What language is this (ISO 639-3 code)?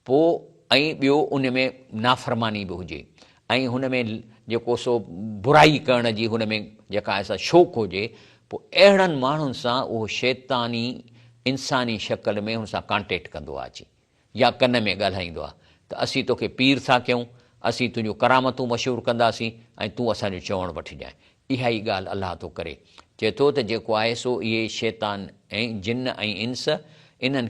snd